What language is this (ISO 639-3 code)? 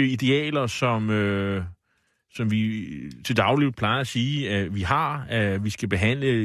dan